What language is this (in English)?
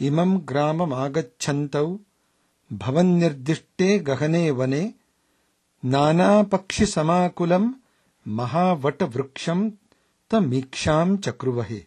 Sanskrit